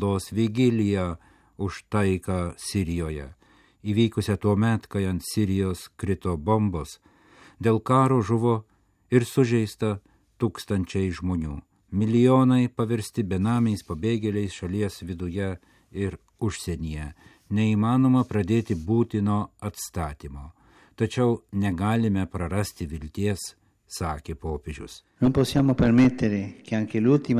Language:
Lithuanian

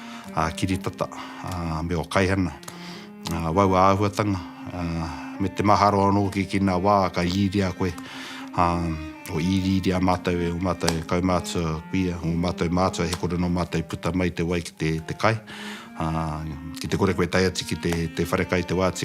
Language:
Māori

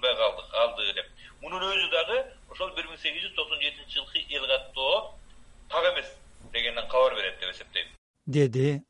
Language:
Kyrgyz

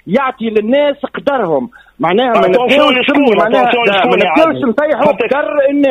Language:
Tunisian Arabic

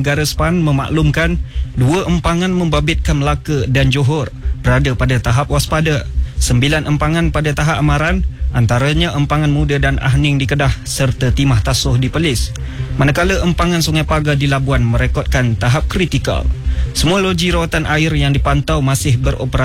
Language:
Malay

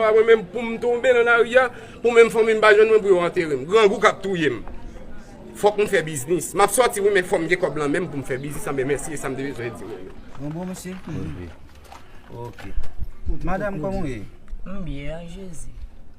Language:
Haitian Creole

